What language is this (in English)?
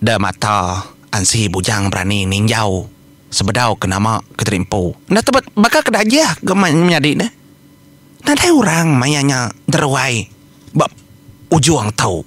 Iban